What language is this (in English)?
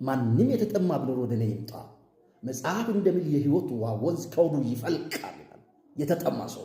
Amharic